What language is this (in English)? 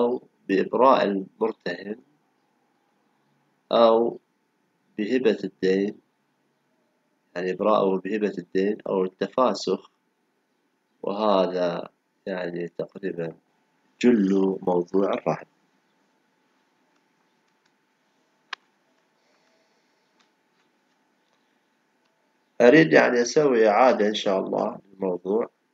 Arabic